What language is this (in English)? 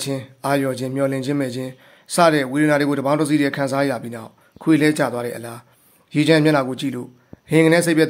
Burmese